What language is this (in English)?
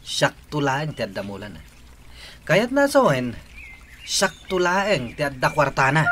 Iloko